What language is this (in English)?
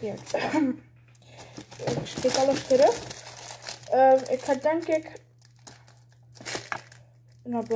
Dutch